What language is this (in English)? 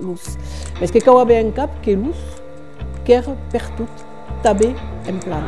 Occitan